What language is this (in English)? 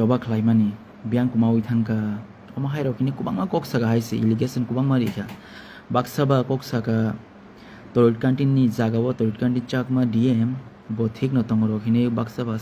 Kok Borok